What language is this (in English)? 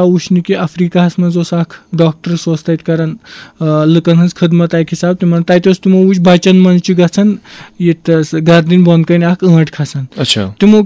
Kashmiri